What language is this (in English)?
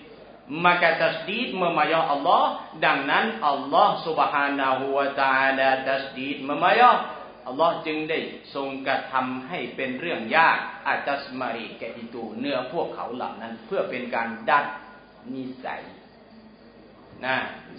Thai